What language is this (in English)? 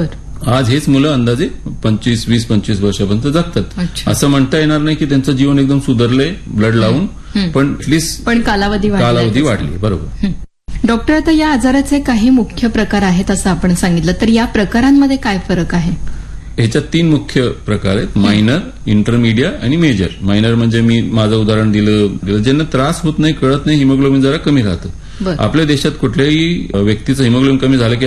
Marathi